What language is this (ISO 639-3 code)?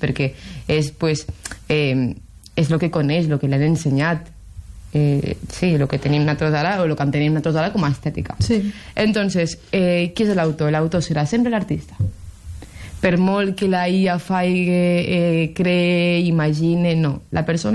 cat